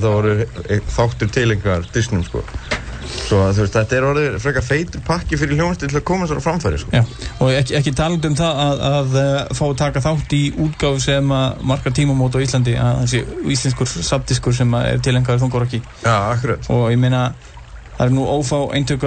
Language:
Icelandic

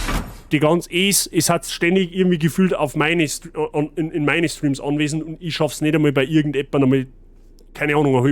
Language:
Bavarian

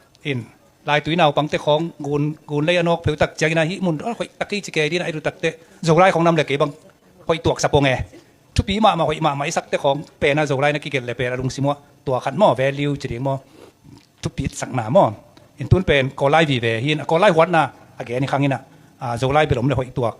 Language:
Tedim Chin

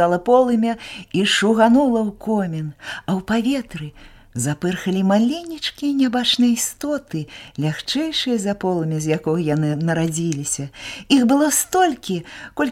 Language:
Belarusian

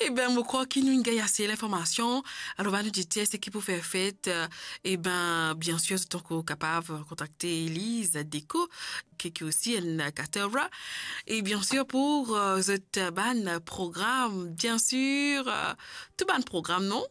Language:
Morisyen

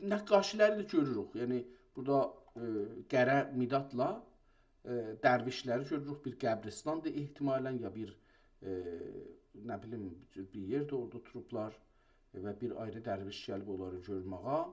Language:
South Azerbaijani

